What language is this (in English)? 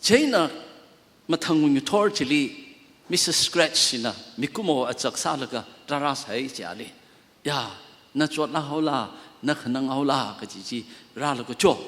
Tangkhul Naga (India)